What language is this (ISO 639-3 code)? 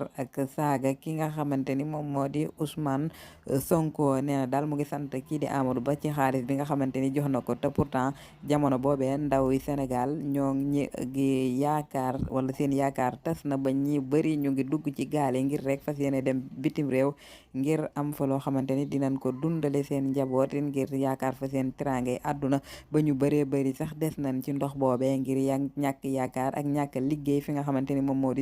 wol